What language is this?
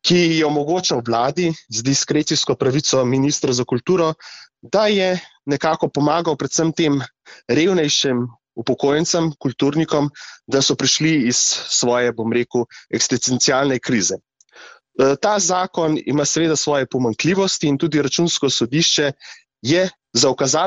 Slovenian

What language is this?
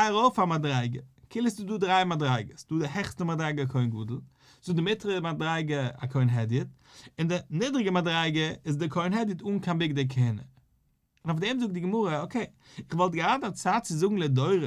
Yiddish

